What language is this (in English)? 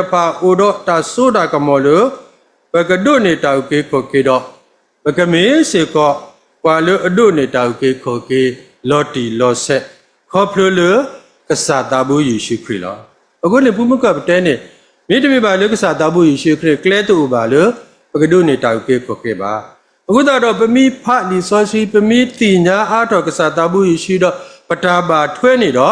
S'gaw Karen